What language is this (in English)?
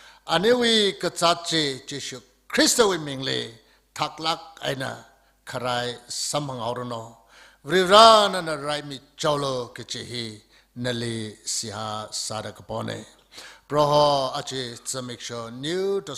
Tangkhul Naga (India)